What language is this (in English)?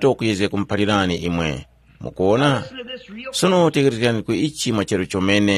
Tumbuka